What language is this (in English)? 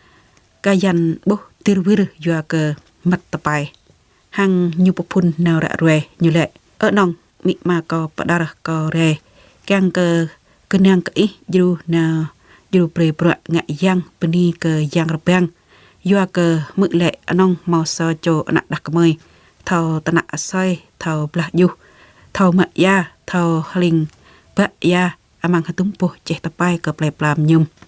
Jarai